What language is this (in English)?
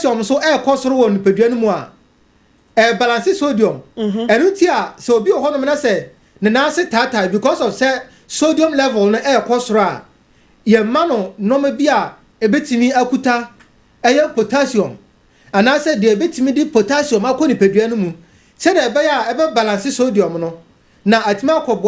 Akan